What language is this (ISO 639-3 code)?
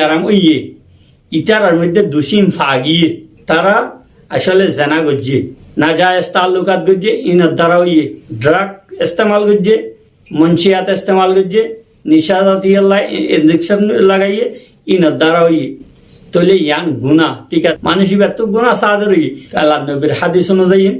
rhg